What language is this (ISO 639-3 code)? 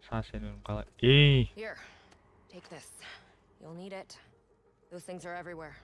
kaa